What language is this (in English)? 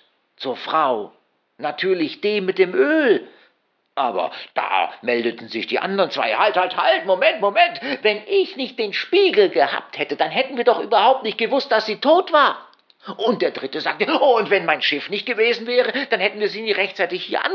German